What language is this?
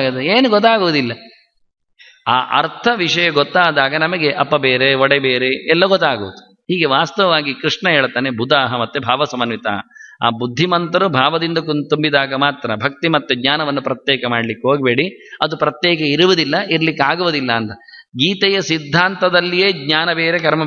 Kannada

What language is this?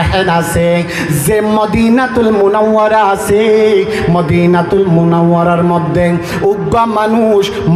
Rohingya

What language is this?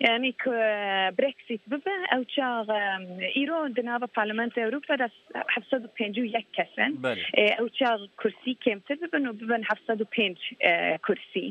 Kurdish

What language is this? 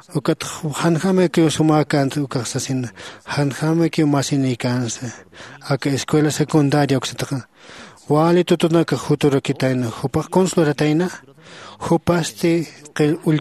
Aymara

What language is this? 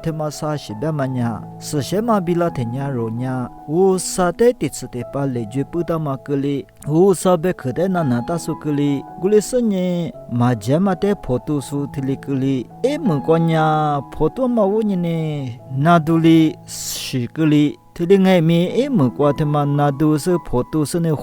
Lisu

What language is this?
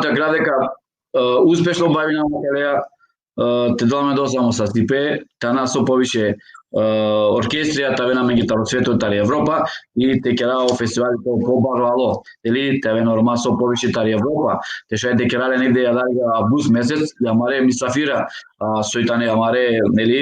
Balkan Romani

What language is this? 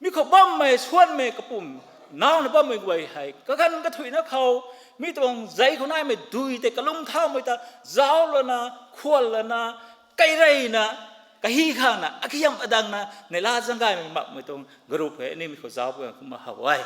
Rongmei Naga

